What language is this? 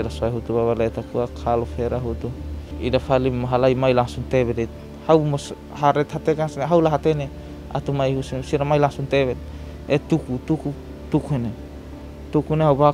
Tetum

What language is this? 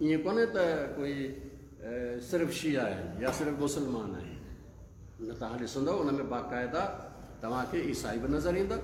Sindhi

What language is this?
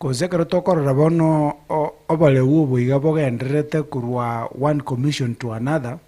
Gusii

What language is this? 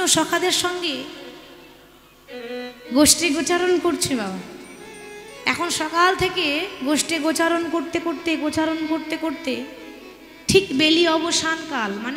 Bangla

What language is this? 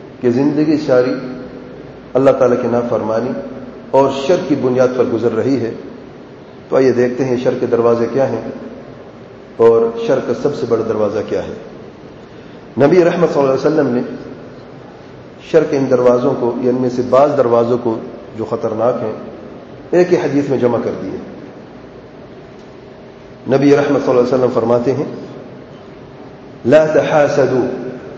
Urdu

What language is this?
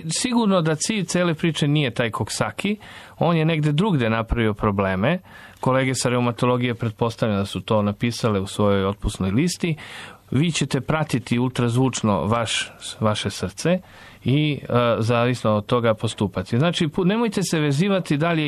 Serbian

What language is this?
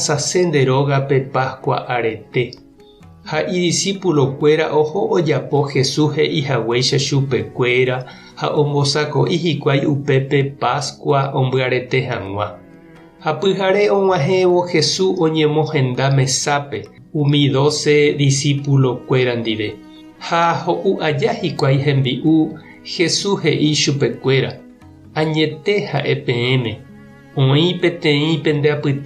Guarani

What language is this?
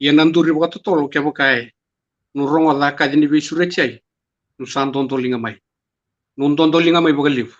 Fijian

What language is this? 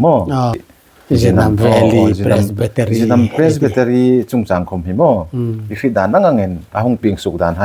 Hmar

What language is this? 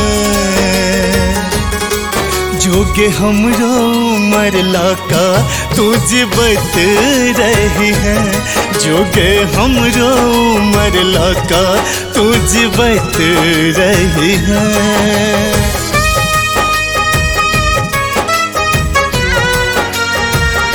Bhojpuri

